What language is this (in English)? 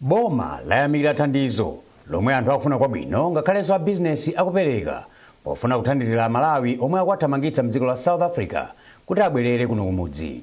Nyanja